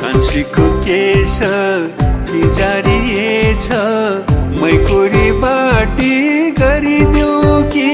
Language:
Newari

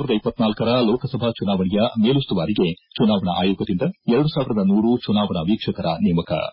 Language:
Kannada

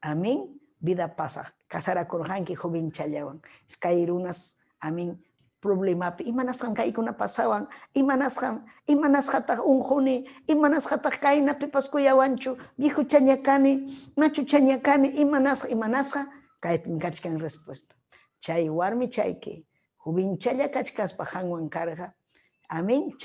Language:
Ayacucho Quechua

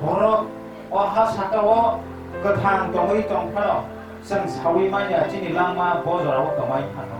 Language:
Kok Borok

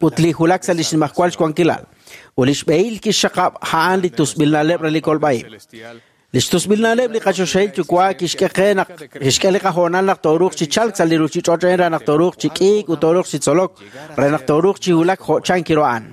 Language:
Kekchí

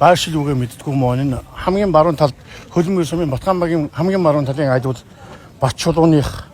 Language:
Mongolian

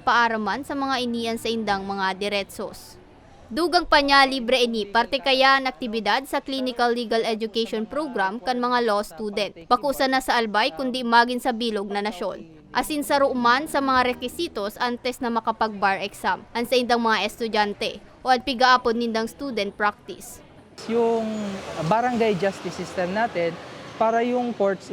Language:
Bikol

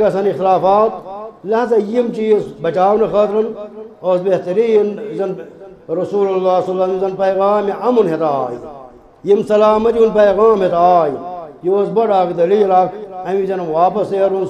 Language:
Kashmiri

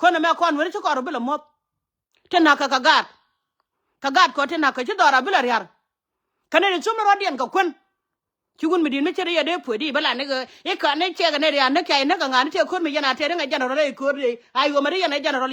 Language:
Nuer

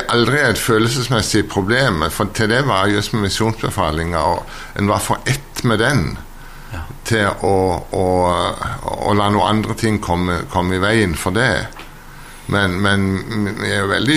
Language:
Norwegian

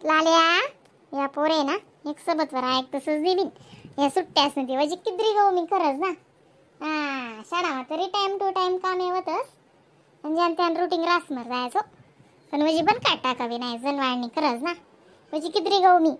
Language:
Khandesi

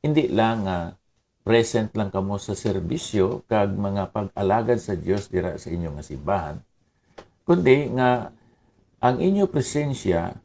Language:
Hiligaynon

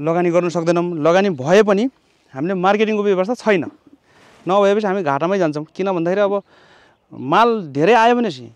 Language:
Nepali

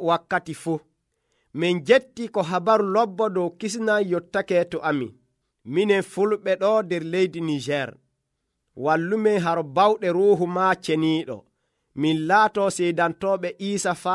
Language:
Nigerian Fulfulde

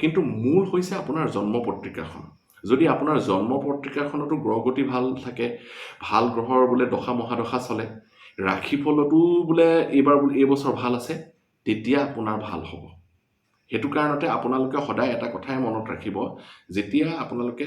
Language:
Assamese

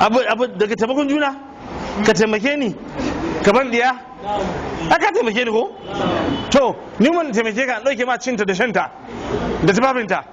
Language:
Hausa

